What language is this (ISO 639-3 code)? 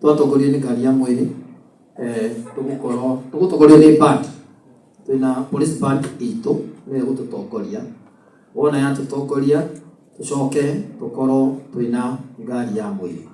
kik